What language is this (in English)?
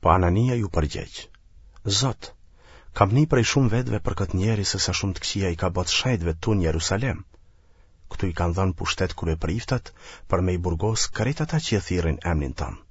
Albanian